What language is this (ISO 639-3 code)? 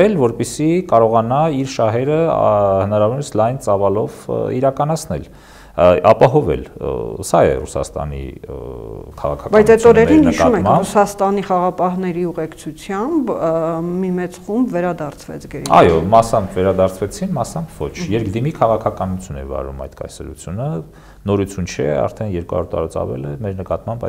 hye